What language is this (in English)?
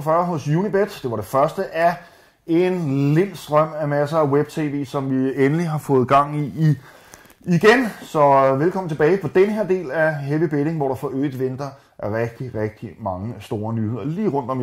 Danish